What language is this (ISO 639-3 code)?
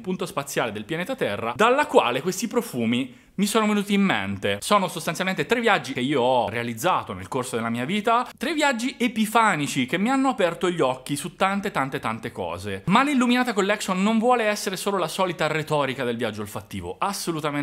ita